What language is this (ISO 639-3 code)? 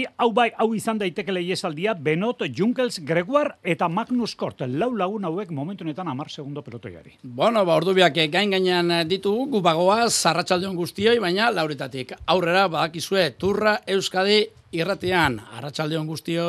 eus